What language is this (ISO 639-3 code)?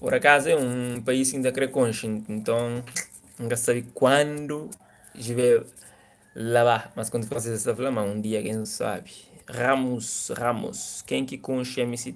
kea